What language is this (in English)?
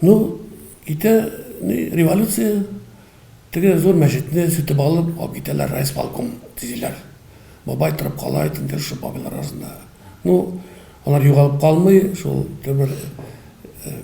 Tatar